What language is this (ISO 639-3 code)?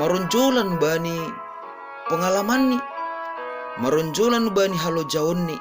bts